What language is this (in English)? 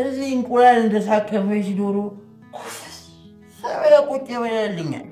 Amharic